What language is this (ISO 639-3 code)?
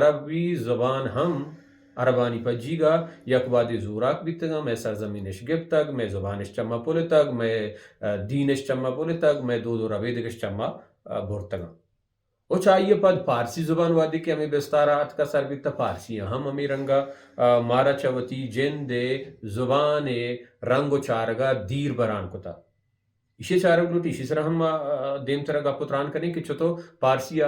bal